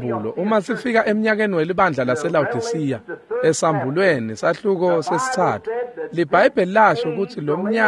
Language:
Swati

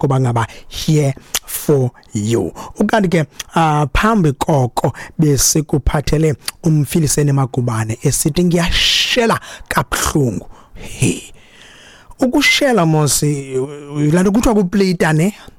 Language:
Xhosa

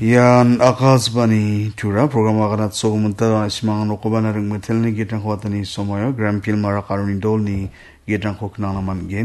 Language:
Garo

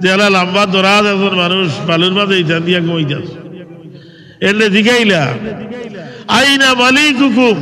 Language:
Sylheti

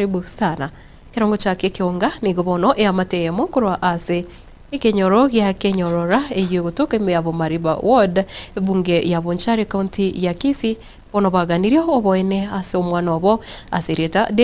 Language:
Gusii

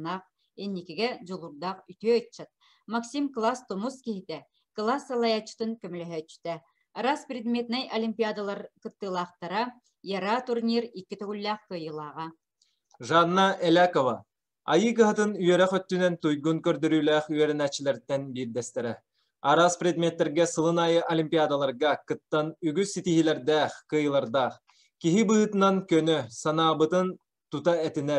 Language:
Yakut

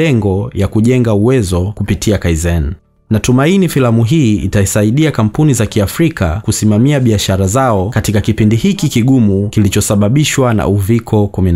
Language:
Swahili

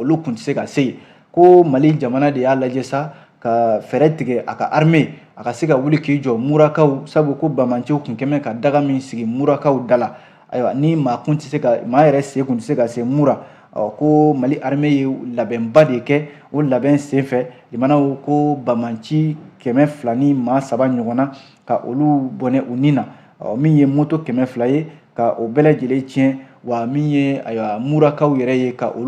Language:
Bambara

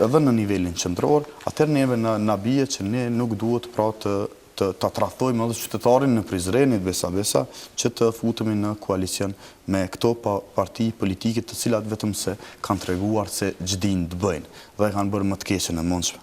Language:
Albanian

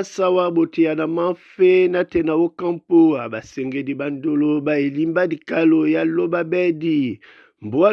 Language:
Duala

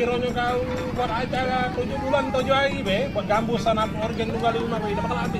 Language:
Musi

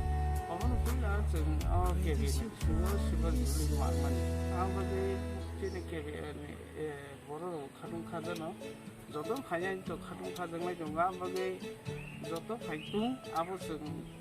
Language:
Kok Borok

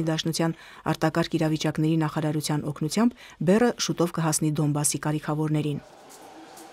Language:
Armenian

